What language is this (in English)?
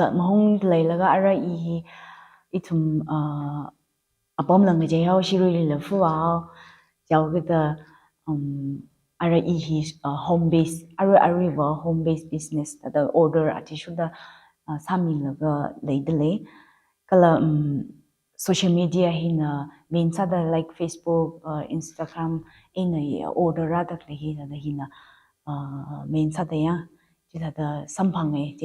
Tangkhul Naga (India)